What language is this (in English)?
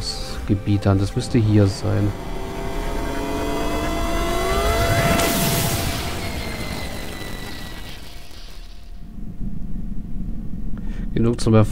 German